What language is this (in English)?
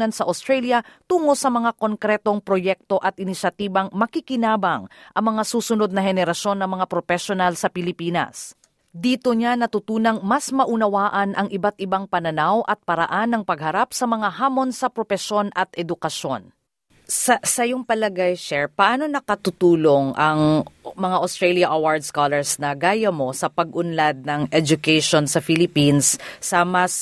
Filipino